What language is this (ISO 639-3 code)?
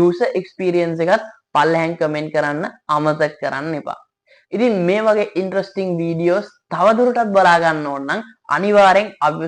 sin